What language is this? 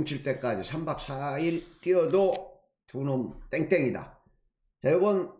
Korean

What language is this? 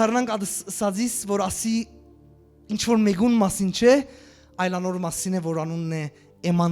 Western Armenian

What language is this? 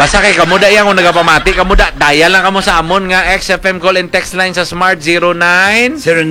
Hiligaynon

